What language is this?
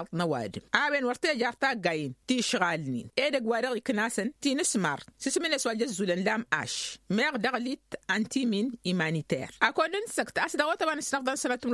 Tamasheq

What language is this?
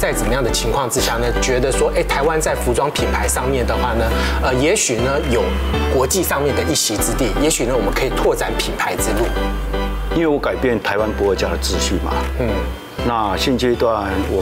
Chinese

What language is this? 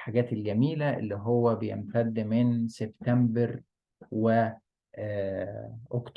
Egyptian Arabic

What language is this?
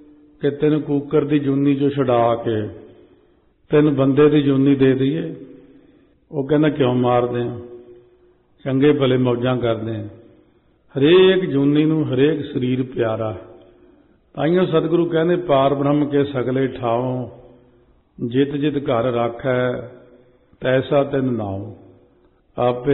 Punjabi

